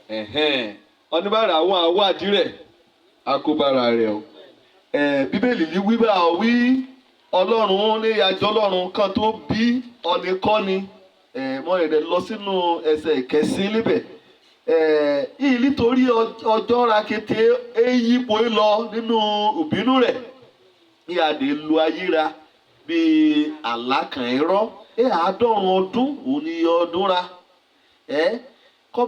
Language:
Yoruba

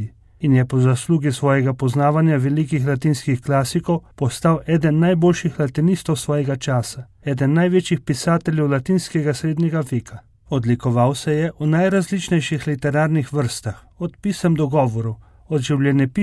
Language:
Slovenian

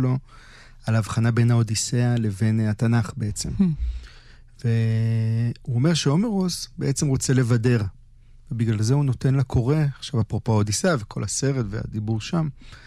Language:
Hebrew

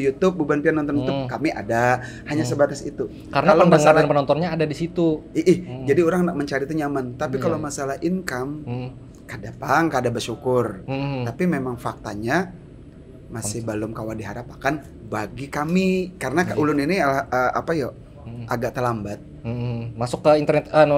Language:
Banjar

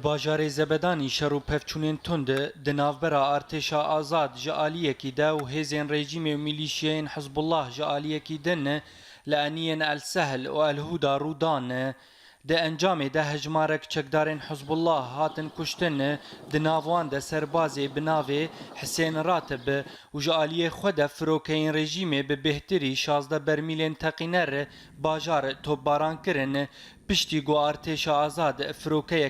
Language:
Kurdish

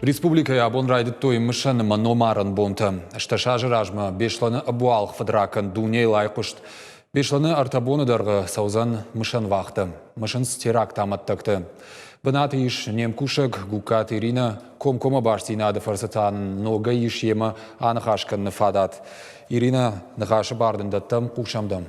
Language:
Ossetic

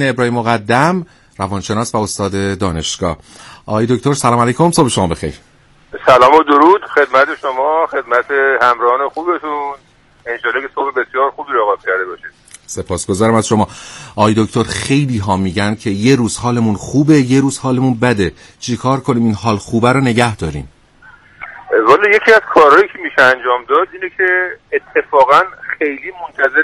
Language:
Persian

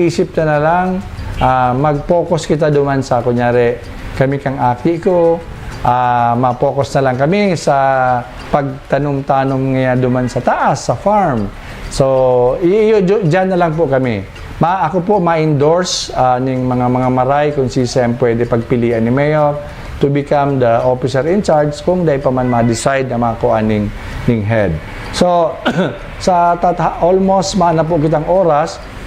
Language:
Bikol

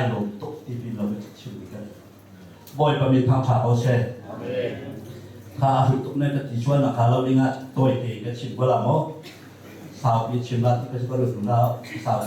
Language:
Hakha Chin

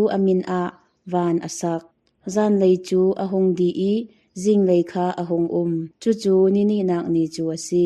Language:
Hakha Chin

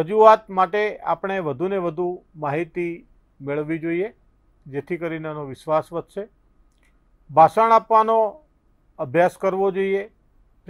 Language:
Gujarati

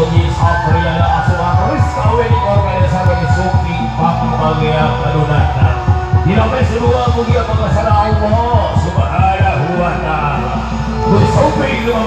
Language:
Sundanese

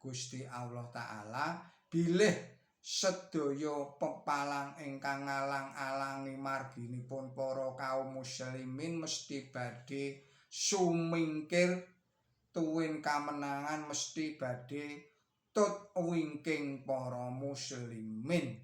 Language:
Javanese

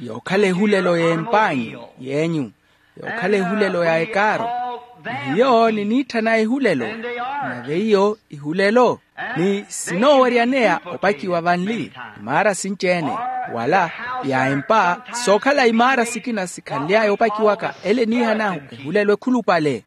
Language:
Makhuwa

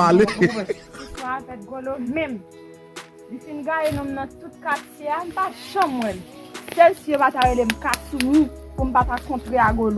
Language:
Haitian Creole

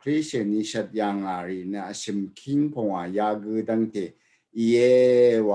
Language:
Rawang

